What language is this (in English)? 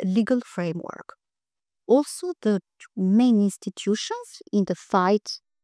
English